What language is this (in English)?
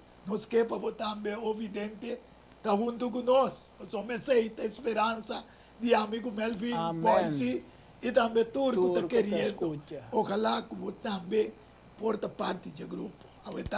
Papiamento